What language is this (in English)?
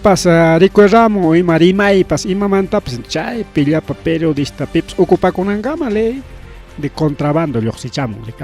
Ayacucho Quechua